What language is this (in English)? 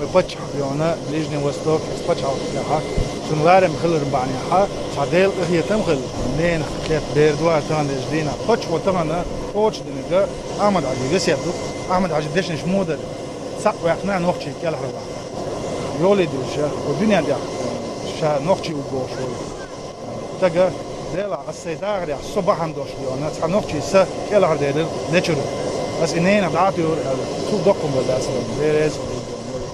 Chechen